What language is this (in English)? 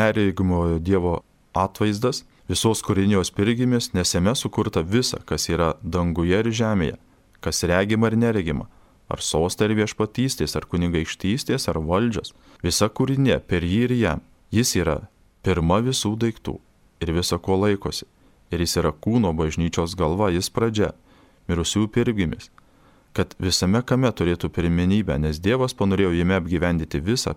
Lithuanian